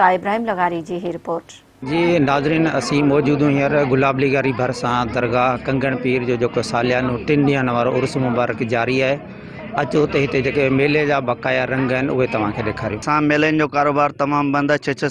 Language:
Sindhi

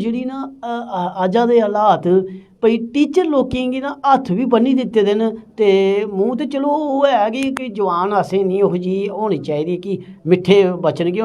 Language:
Dogri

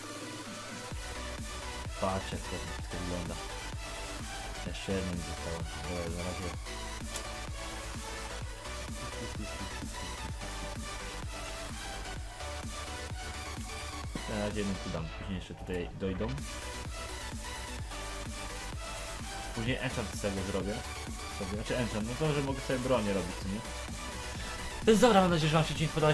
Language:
Polish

